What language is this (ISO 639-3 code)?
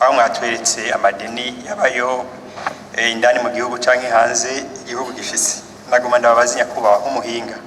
run